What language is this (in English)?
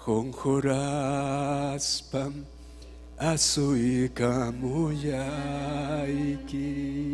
Ayacucho Quechua